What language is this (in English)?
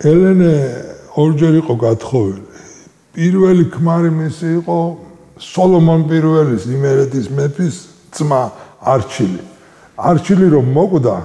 Georgian